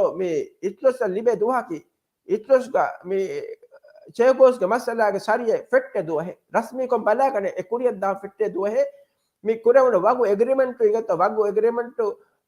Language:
Divehi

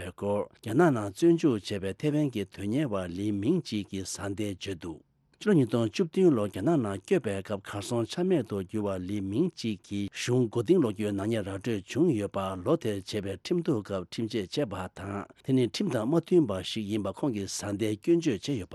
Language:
Tibetan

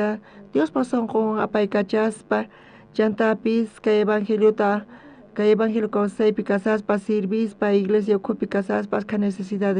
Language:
South Bolivian Quechua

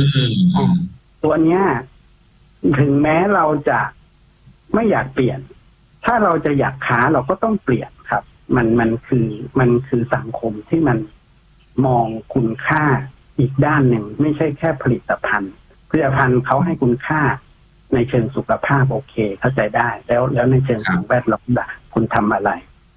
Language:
Thai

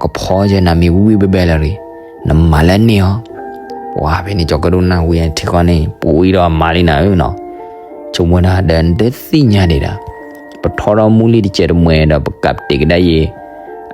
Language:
S'gaw Karen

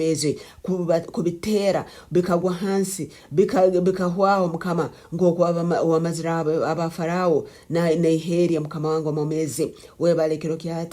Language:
Nyankole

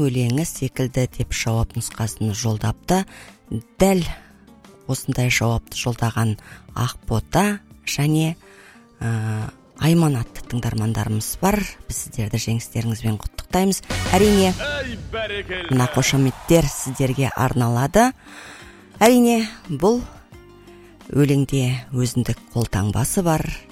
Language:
Kazakh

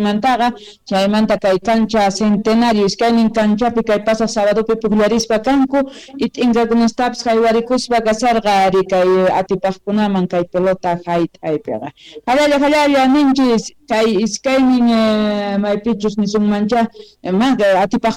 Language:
Quechua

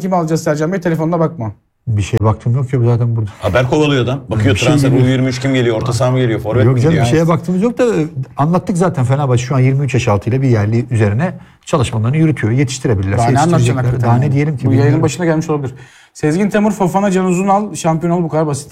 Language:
Turkish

